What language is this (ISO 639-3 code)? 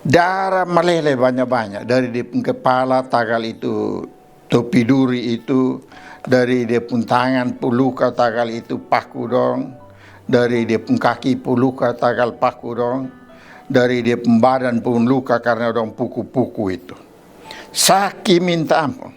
mkn